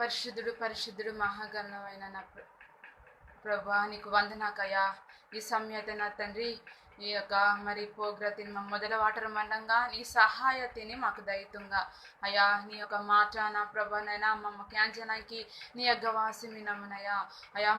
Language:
Koya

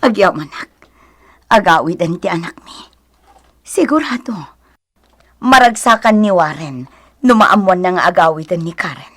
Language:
Iloko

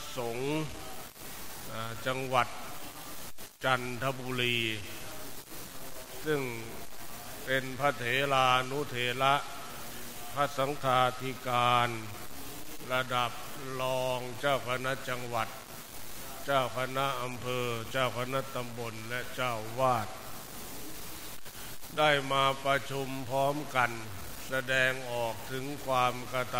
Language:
Thai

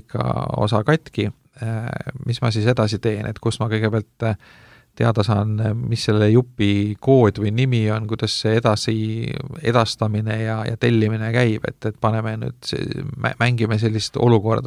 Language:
Estonian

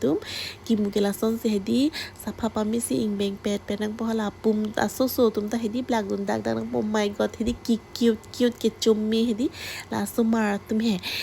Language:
Karbi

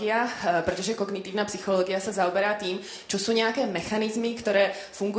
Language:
Slovak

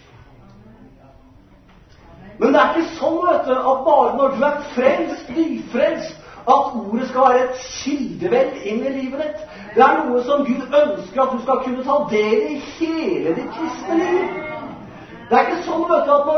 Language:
Norwegian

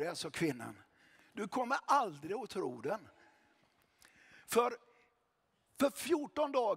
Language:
Swedish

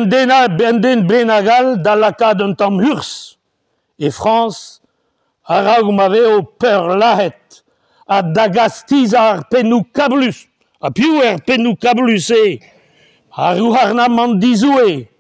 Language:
Breton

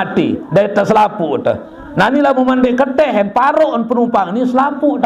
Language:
Sasak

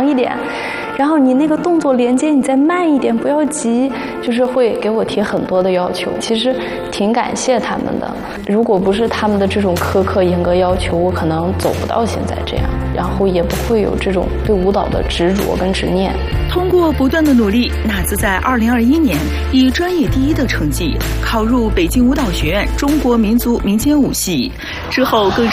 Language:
Chinese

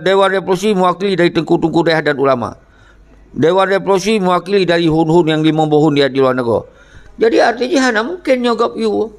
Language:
Achinese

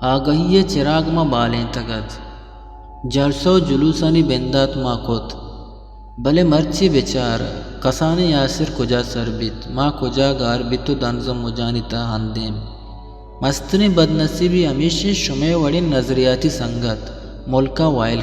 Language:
Eastern Balochi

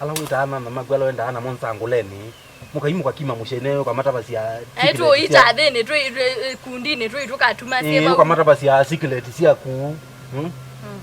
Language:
Kamba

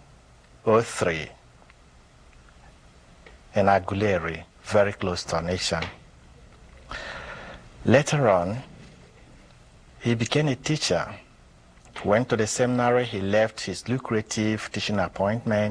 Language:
English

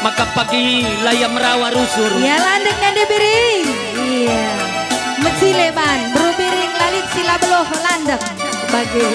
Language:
Batak Karo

